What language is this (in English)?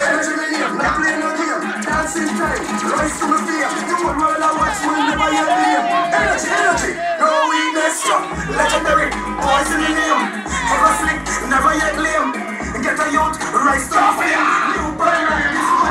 Jamaican Creole English